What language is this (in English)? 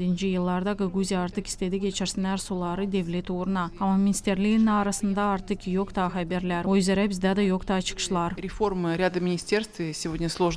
Gagauz